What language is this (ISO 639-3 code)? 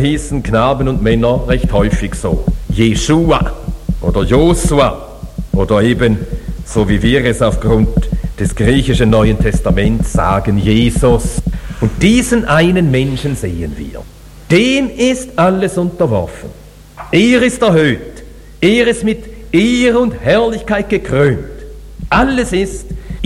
deu